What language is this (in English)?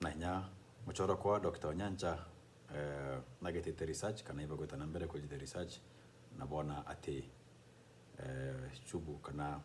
Meru